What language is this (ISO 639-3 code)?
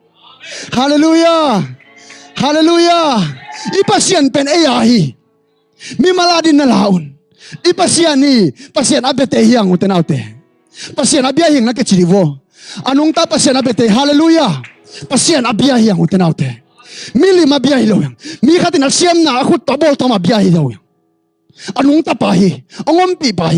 ctd